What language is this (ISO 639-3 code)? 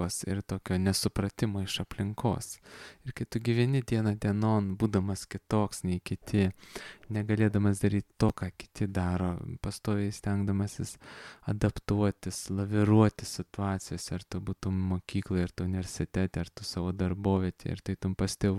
lit